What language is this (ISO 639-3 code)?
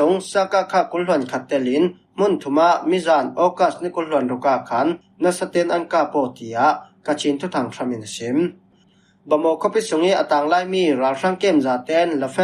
cfm